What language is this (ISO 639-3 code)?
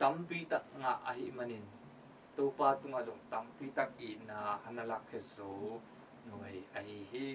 ctd